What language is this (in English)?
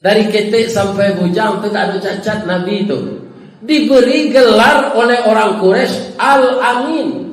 Minangkabau